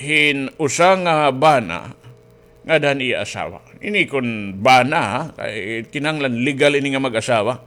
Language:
Waray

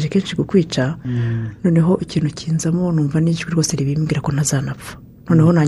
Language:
Kinyarwanda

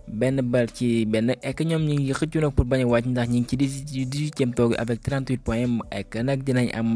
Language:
Wolof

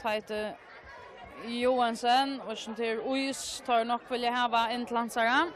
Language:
Faroese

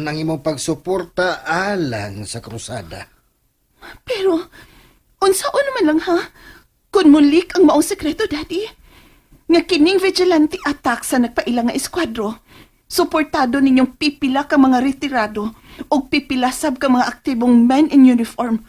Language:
Cebuano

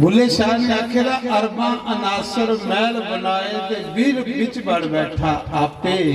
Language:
Dogri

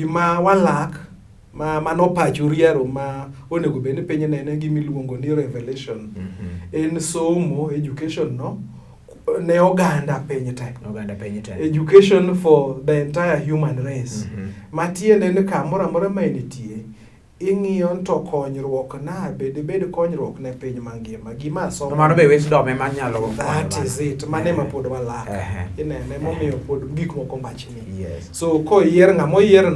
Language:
Luo (Kenya and Tanzania)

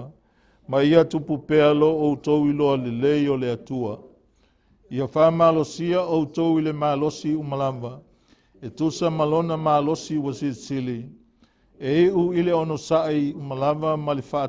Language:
Samoan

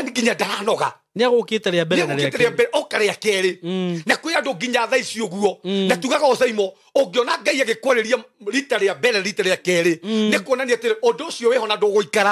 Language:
Kikuyu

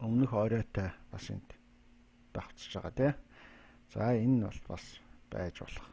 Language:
Mongolian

